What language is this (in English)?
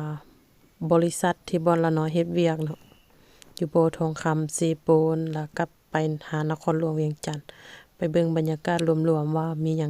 Lao